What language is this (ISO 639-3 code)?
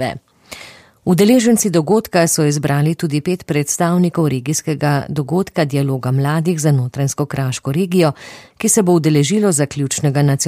slv